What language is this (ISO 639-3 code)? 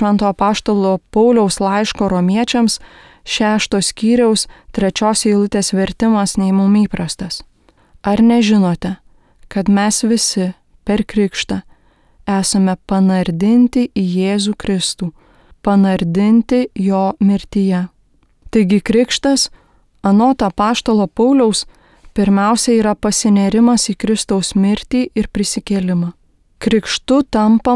lit